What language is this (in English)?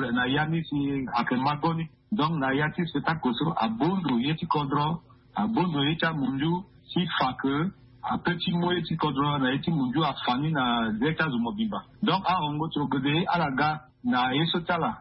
Sango